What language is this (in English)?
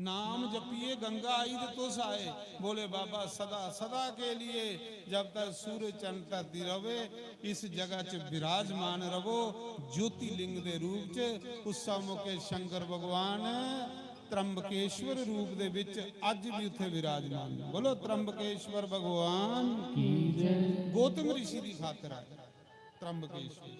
Dogri